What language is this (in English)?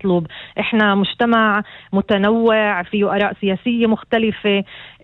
North Levantine Arabic